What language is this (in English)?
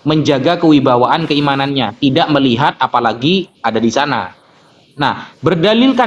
Indonesian